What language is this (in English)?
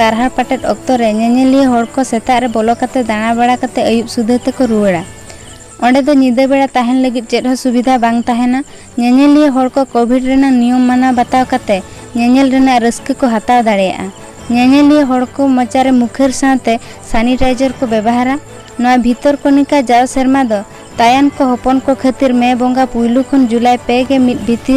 Santali